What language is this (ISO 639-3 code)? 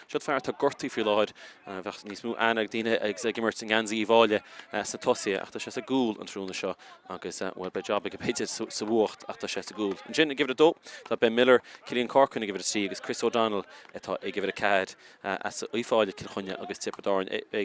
gle